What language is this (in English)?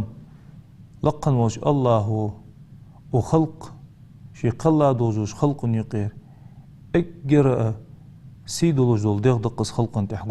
Ingush